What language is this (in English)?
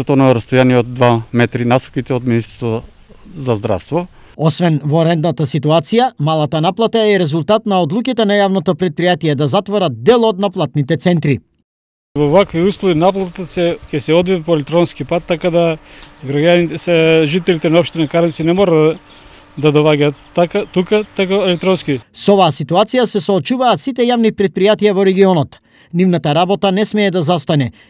Macedonian